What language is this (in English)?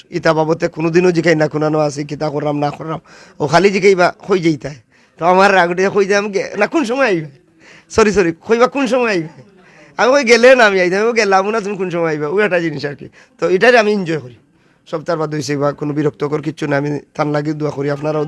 Sylheti